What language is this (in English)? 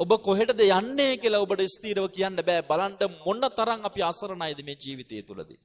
Sinhala